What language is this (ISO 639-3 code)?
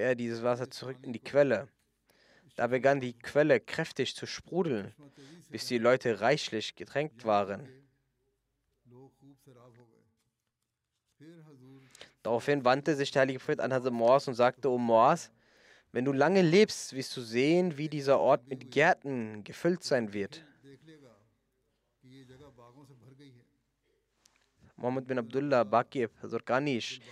deu